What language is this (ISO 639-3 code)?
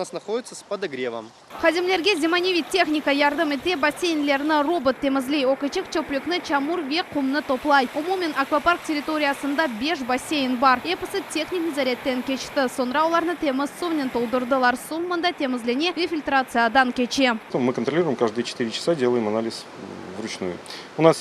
crh